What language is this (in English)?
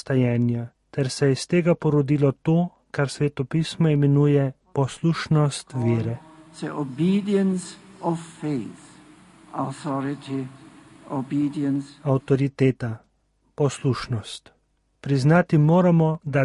Slovenian